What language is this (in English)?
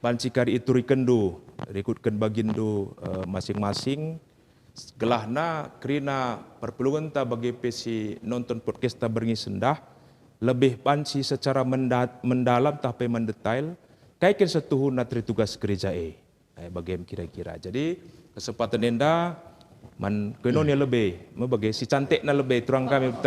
Batak Karo